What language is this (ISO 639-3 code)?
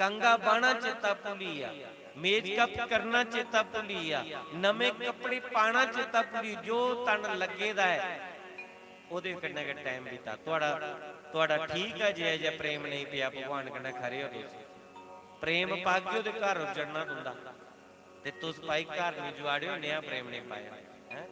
doi